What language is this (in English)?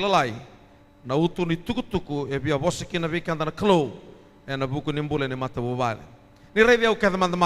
Fijian